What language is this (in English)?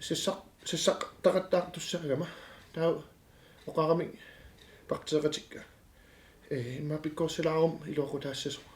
Kalaallisut